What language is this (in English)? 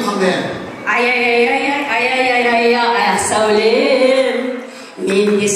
Kara-Kalpak